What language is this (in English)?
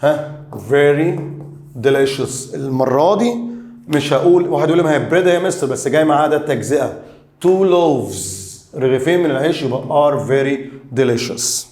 Egyptian Arabic